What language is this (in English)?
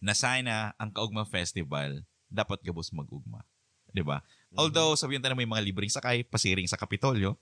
Bikol